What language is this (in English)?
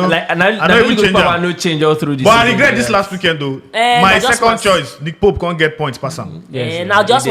Nigerian Pidgin